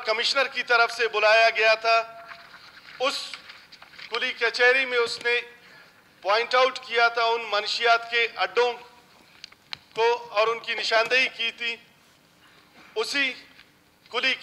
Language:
Urdu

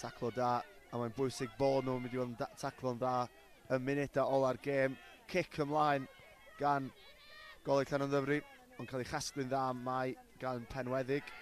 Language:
Welsh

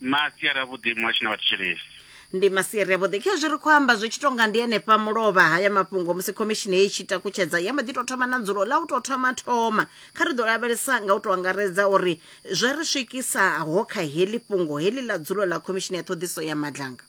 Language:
Venda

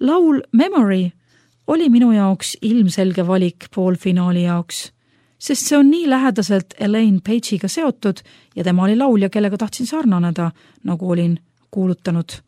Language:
Estonian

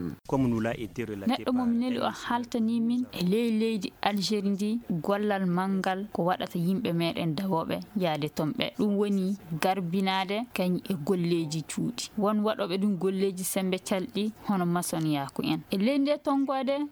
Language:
Fula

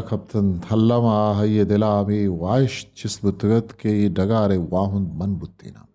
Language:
Eastern Balochi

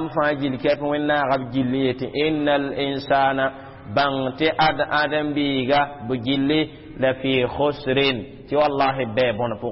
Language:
Mossi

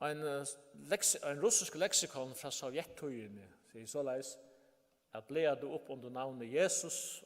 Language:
Faroese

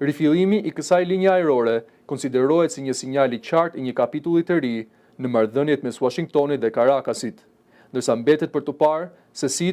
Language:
Albanian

